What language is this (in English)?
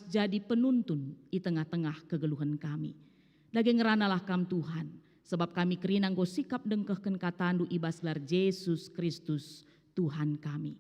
Batak Karo